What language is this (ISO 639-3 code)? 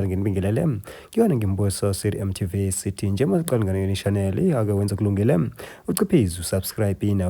zul